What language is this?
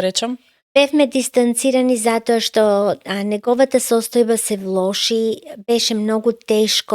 Macedonian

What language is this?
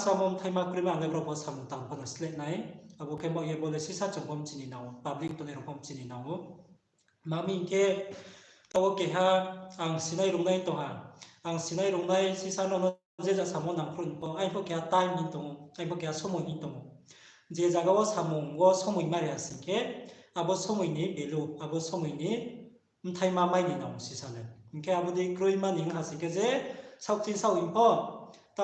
Riang (India)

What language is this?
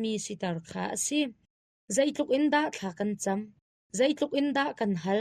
Hakha Chin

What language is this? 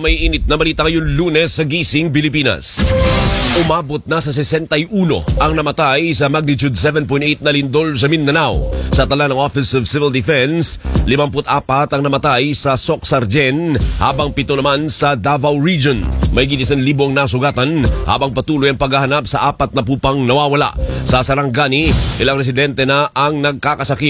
Filipino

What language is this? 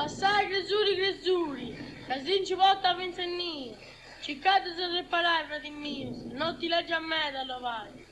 Sardinian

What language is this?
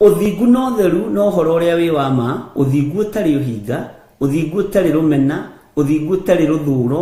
Kikuyu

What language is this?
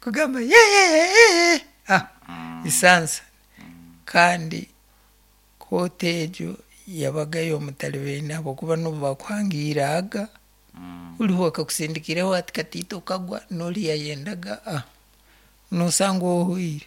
Nyankole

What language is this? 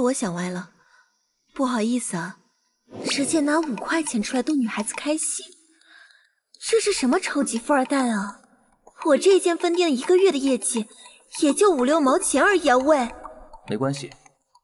Chinese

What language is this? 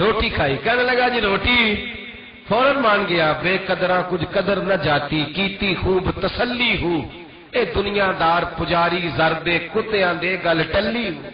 Western Panjabi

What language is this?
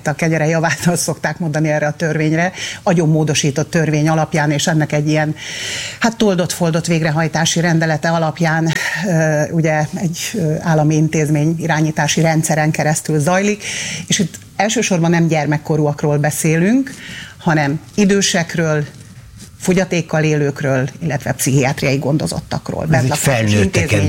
Hungarian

